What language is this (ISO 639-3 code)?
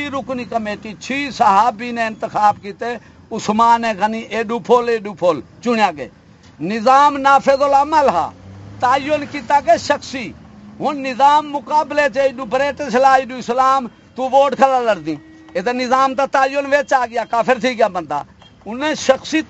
skr